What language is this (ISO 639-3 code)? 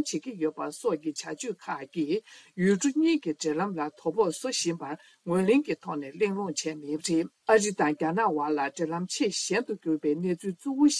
bod